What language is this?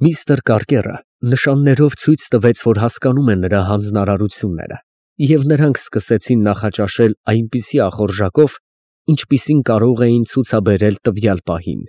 Armenian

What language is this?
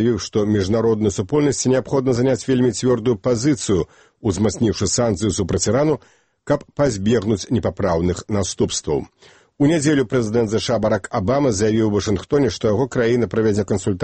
Belarusian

